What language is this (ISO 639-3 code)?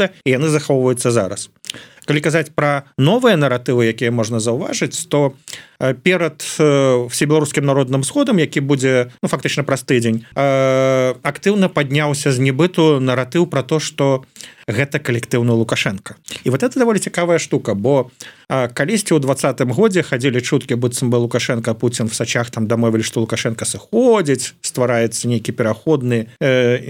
bel